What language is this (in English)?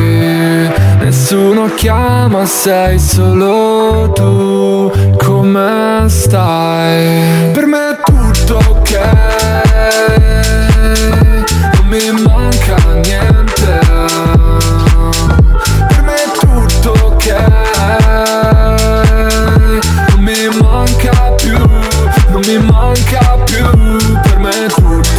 Italian